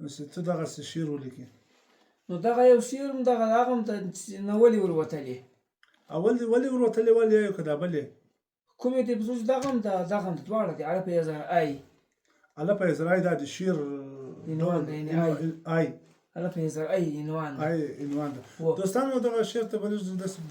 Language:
Pashto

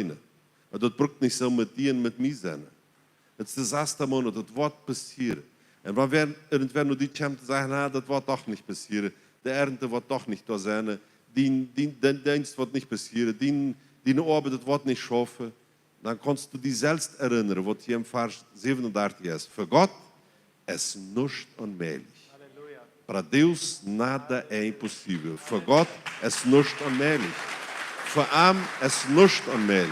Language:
Plautdietsch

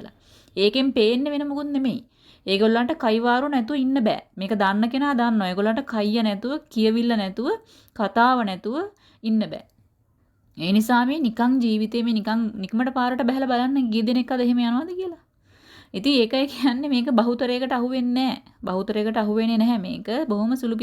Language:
Sinhala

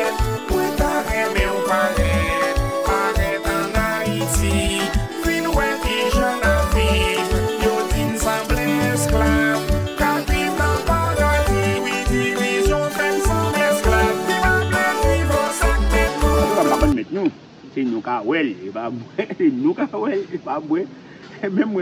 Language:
Haitian Creole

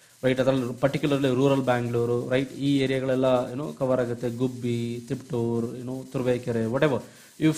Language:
Kannada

